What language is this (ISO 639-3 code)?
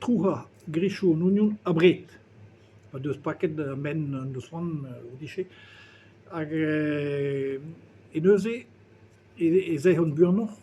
bre